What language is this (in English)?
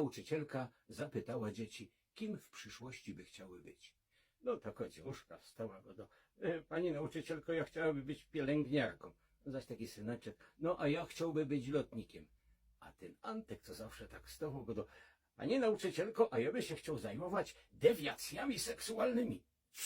Silesian